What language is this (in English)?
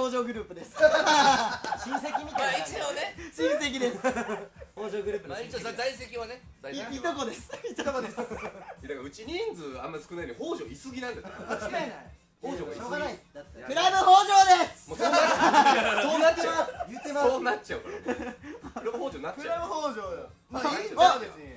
Japanese